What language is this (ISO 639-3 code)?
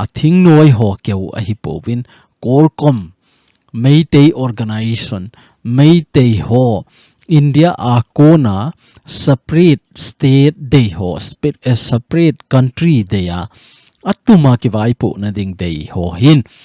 tcz